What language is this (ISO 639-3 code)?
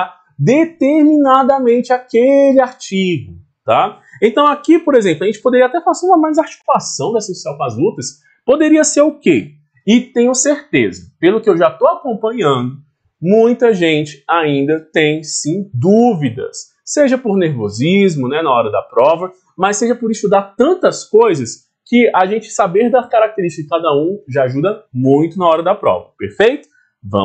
por